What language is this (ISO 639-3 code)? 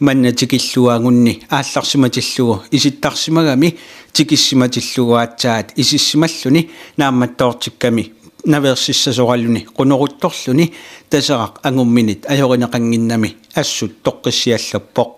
kal